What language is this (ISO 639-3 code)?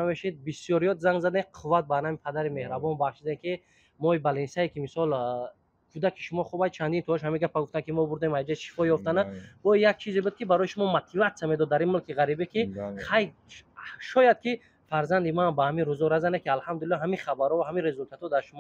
tgk